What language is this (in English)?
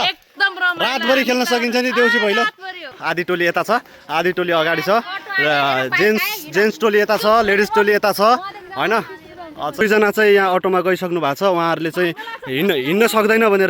Nepali